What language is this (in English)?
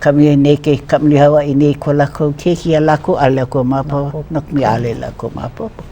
Hawaiian